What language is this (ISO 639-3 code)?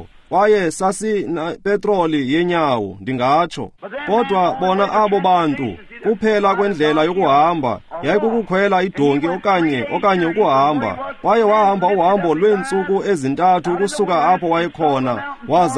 xho